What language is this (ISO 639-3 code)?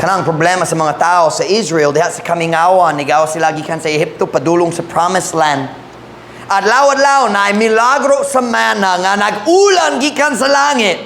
ceb